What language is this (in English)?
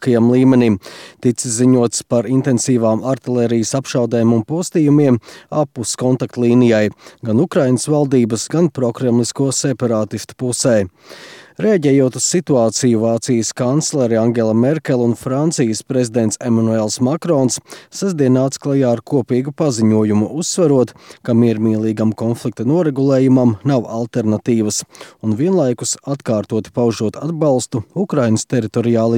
Latvian